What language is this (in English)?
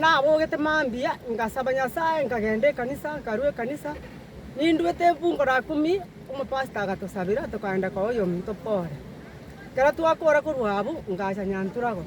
Gusii